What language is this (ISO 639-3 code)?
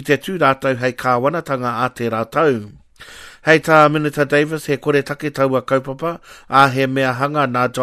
mri